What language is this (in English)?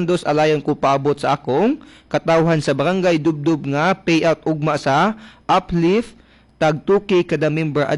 Cebuano